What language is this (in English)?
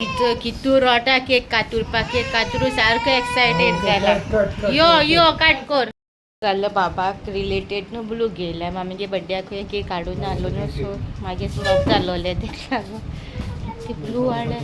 Konkani